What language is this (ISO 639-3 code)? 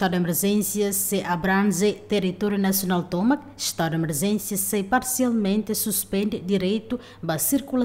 tet